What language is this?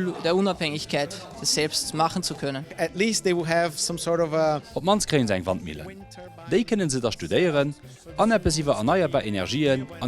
Luxembourgish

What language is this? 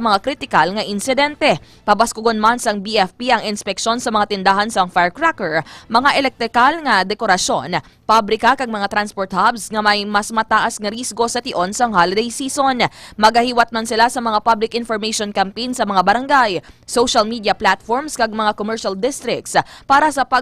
Hiligaynon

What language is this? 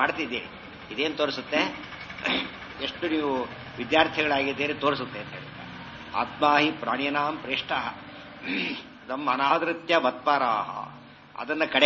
Kannada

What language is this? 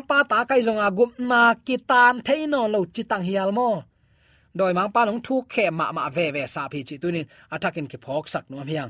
Tedim Chin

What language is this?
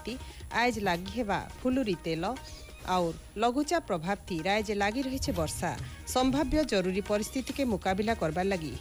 Odia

